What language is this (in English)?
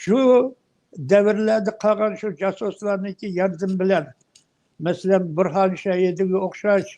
Uyghur